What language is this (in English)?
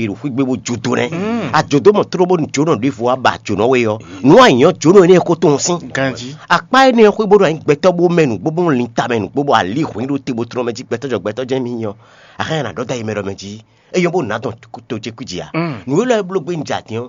Fon